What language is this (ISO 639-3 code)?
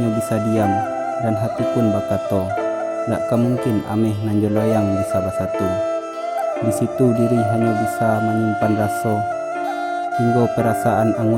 min